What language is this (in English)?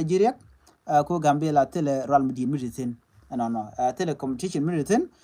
Nuer